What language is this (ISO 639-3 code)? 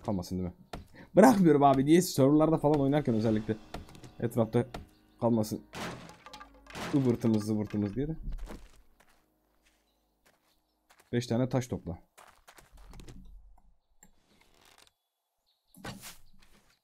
tur